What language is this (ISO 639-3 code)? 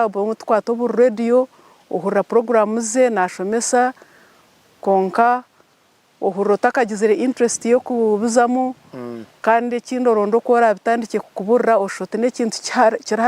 nyn